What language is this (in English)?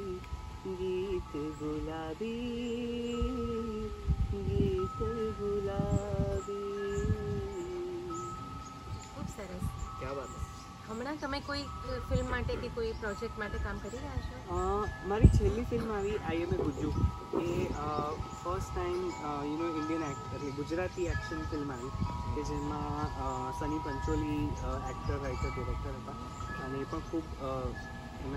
Gujarati